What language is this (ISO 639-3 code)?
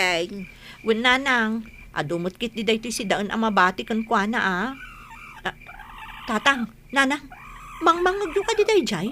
ilo